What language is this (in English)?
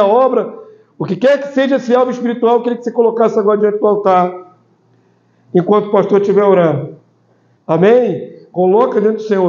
Portuguese